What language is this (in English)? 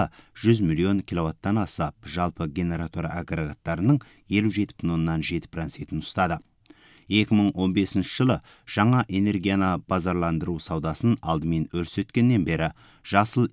Kazakh